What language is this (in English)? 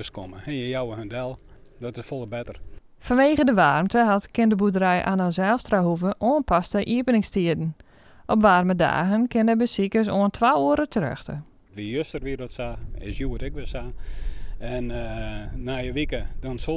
Western Frisian